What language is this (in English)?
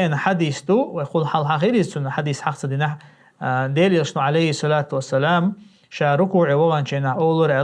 Chechen